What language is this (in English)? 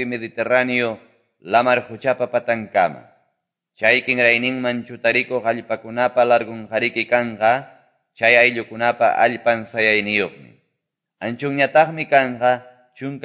Quechua